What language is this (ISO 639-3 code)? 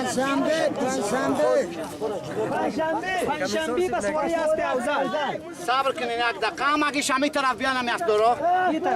fas